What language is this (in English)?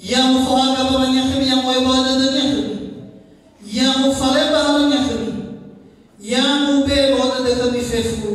Nias